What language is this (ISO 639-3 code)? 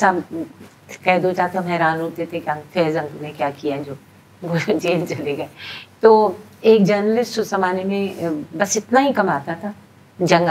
urd